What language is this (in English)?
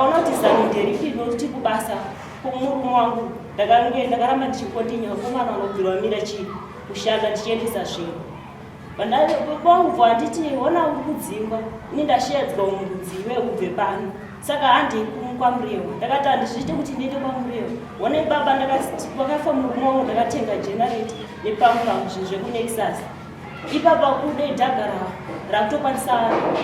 Shona